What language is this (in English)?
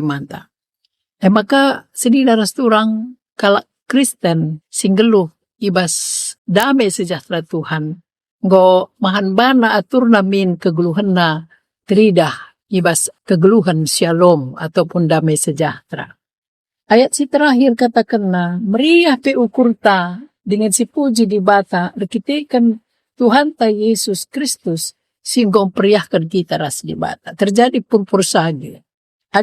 Batak Karo